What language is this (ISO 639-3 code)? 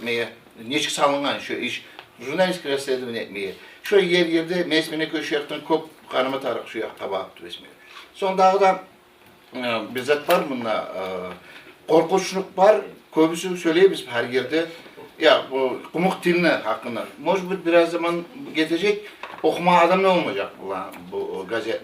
kum